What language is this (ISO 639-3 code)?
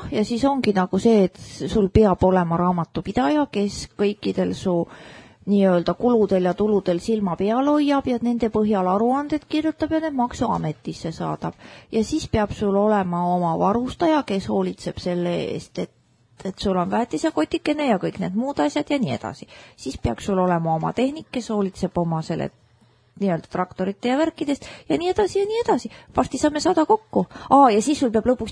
est